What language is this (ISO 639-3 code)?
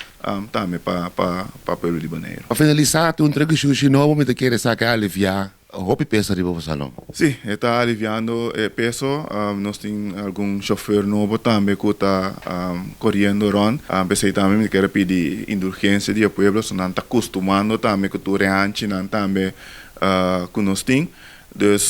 pap